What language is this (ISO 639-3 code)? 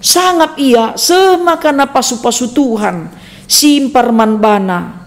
btx